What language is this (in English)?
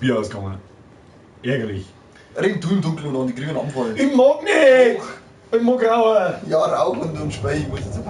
Bavarian